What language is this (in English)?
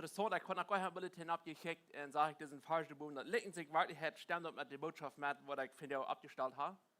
Plautdietsch